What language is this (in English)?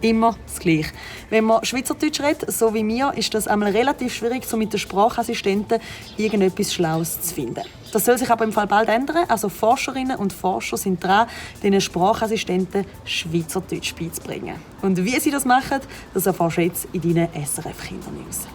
Swiss German